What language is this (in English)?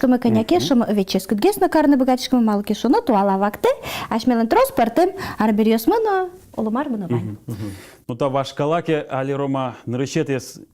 Udmurt